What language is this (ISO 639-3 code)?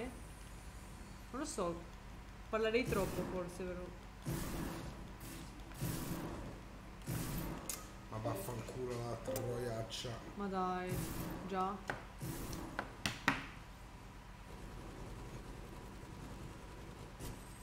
ita